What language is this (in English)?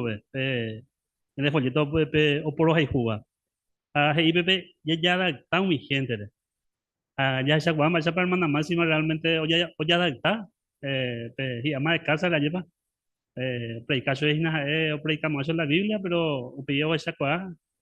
Guarani